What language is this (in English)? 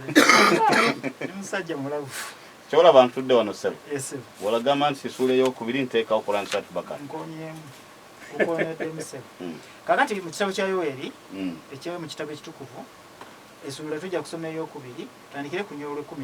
Ganda